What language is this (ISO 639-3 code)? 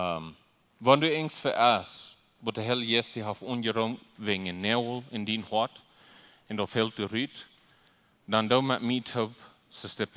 pdt